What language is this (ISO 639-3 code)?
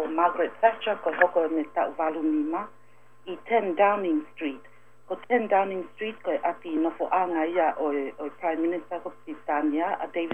ton